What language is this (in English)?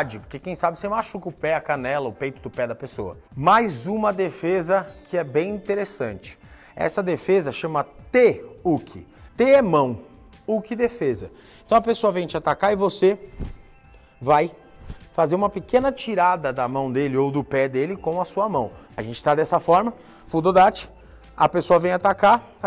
Portuguese